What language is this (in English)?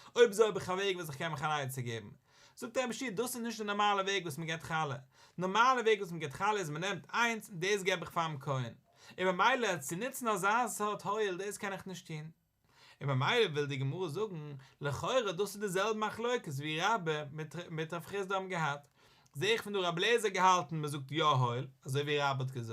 Yiddish